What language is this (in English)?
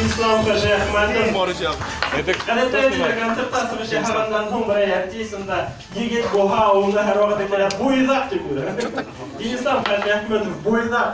Bashkir